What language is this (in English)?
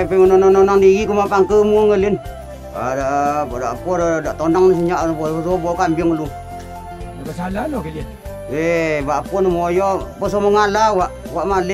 Minangkabau